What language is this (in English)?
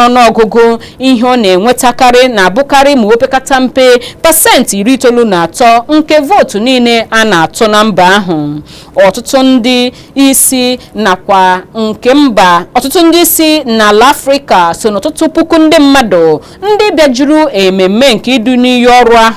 Igbo